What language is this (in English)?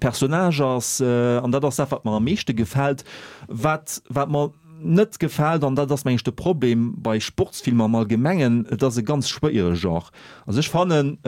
Luxembourgish